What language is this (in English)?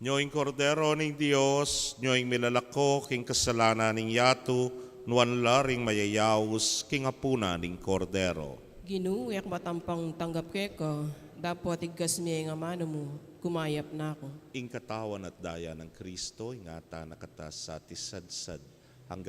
Pampanga